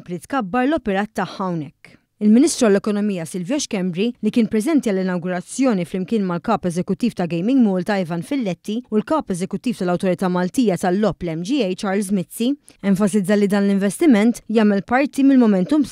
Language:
Maltese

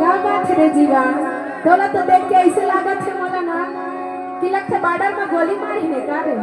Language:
Chhattisgarhi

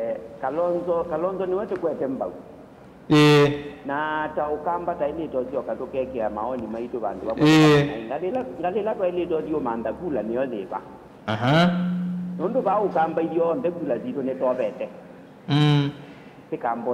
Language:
Kamba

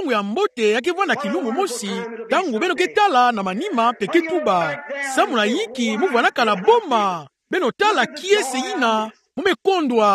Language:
Kituba (Democratic Republic of Congo)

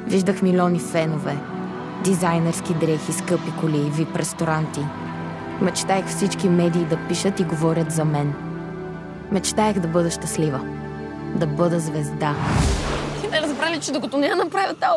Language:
Bulgarian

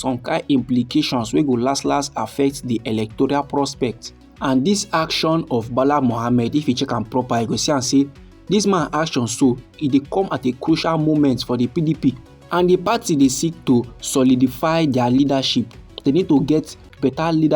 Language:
Nigerian Pidgin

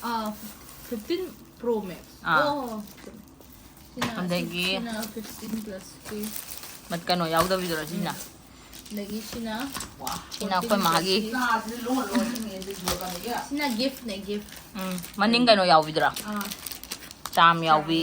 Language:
Manipuri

